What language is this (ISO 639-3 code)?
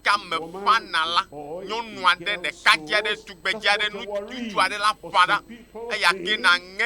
ewe